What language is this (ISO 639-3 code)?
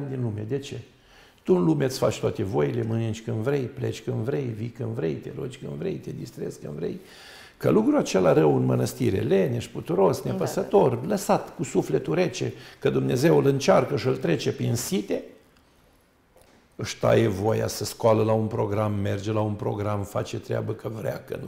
ron